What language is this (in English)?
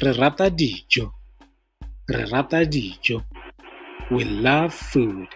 Tswana